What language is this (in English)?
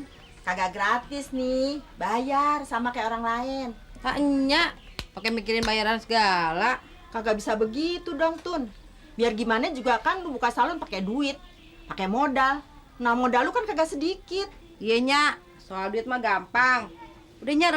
Betawi